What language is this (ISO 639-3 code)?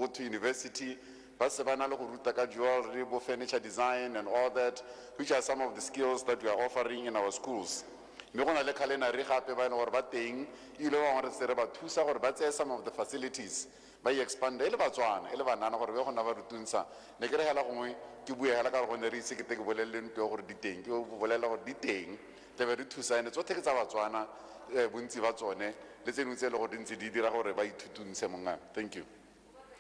tsn